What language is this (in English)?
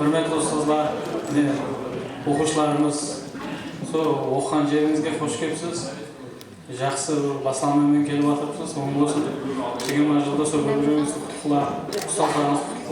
Kara-Kalpak